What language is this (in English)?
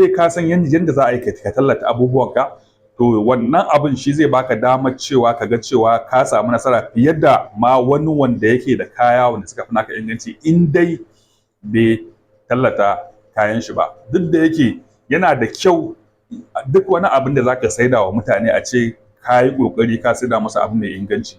Hausa